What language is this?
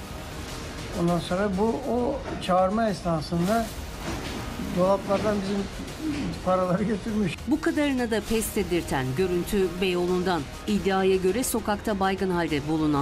Turkish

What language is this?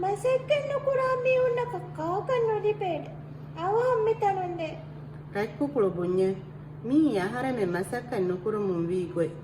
Divehi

